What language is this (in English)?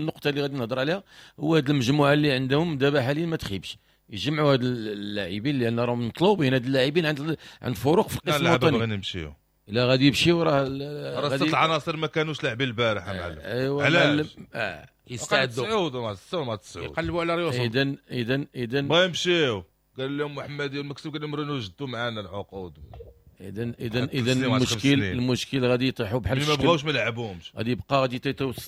Moroccan Arabic